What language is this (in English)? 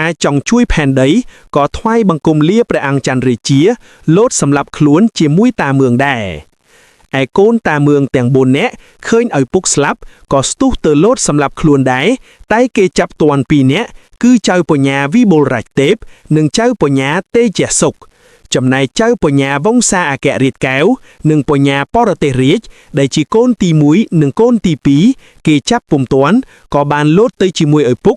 Khmer